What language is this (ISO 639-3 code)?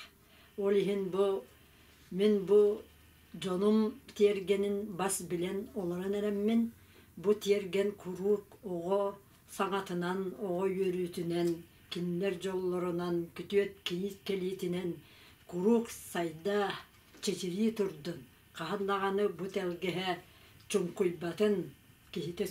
sah